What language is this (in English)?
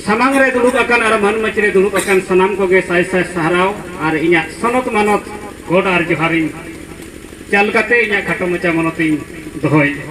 Santali